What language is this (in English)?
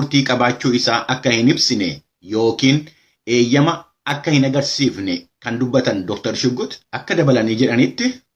Oromo